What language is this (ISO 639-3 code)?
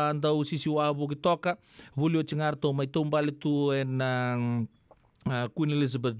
fij